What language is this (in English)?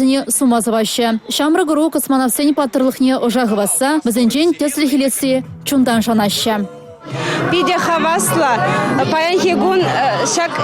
Chuvash